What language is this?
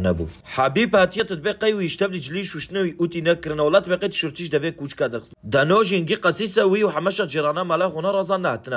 Kurdish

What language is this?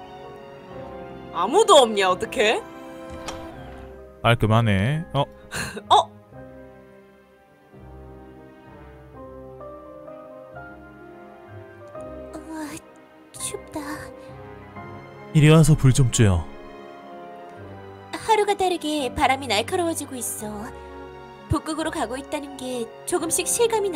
Korean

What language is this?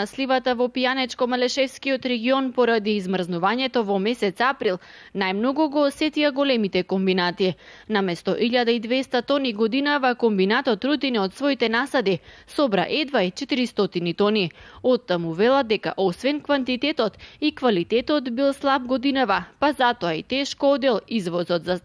Macedonian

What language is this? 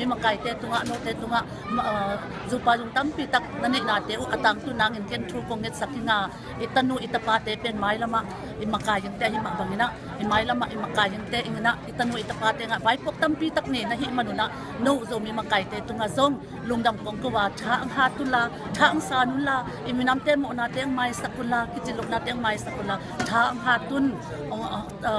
Tedim Chin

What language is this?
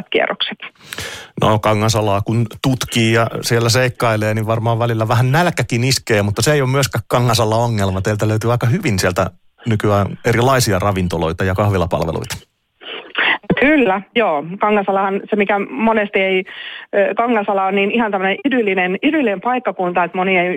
Finnish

